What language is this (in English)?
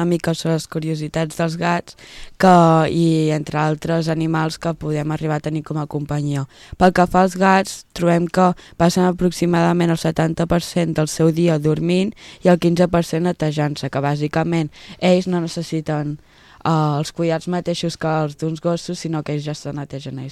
Catalan